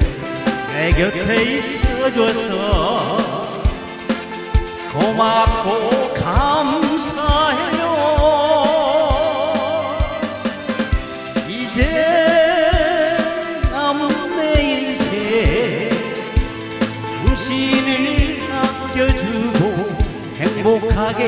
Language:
Korean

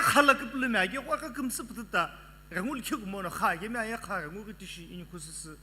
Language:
Sumi Naga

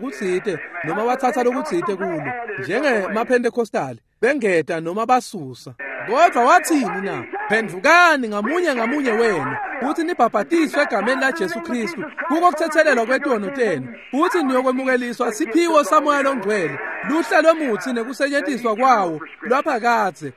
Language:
Swati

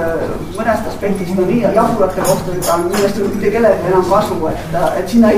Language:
Estonian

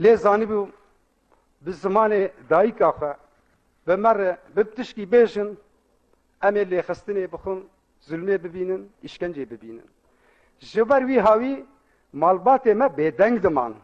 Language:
Kurdish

